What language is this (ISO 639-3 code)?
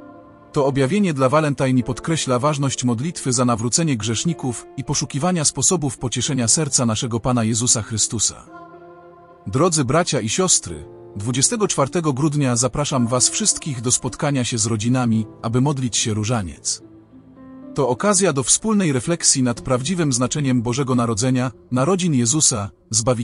pol